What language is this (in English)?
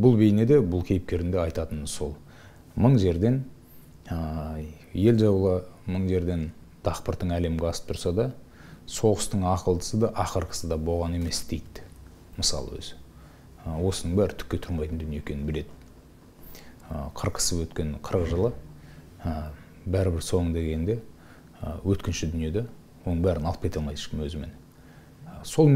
Kazakh